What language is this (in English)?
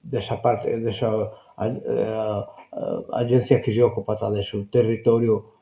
Sardinian